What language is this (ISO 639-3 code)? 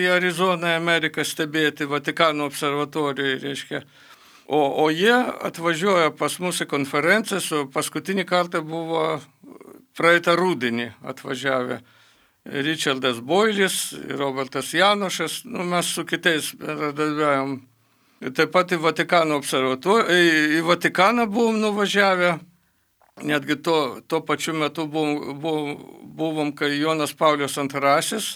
lit